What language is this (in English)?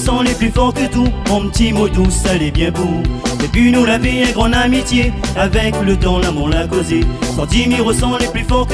Réunion Creole French